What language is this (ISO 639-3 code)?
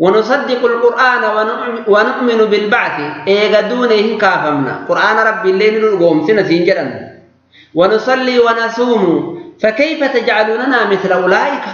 orm